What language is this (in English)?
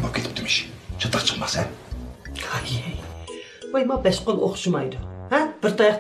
Uyghur